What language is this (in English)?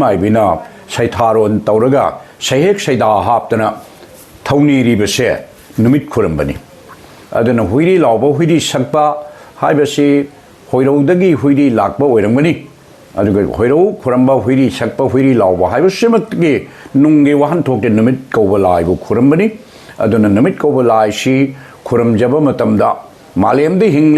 Manipuri